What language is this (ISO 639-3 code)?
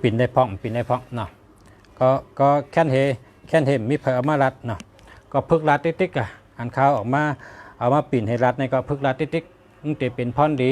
shn